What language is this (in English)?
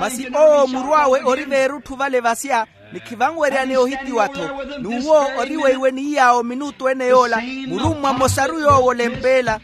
Makhuwa